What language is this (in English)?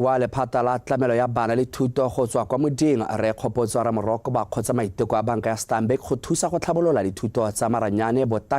Tswana